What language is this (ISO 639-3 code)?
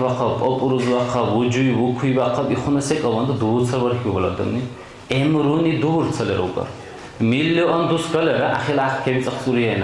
dar